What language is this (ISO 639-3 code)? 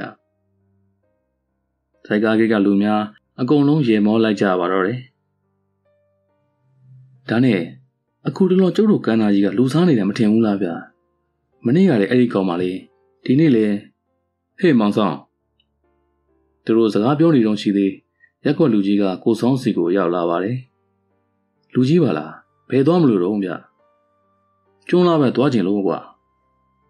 mya